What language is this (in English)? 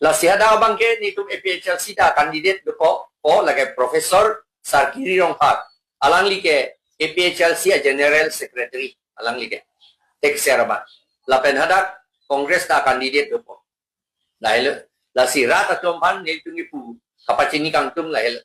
Karbi